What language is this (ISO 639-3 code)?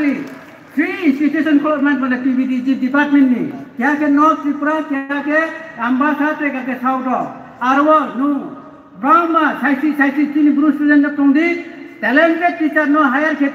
ria